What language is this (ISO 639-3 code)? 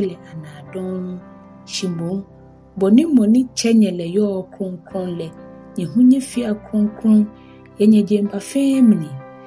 gaa